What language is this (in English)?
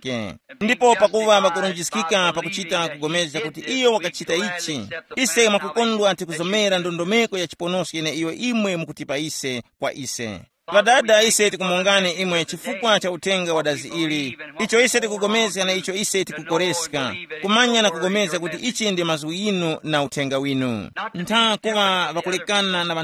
Tumbuka